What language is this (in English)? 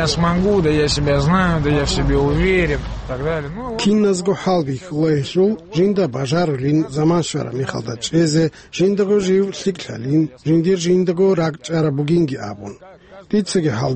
Avaric